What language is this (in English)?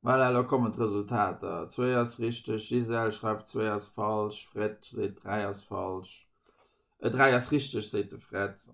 Luxembourgish